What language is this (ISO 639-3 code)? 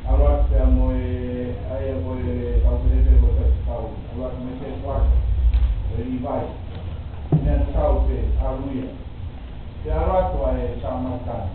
ton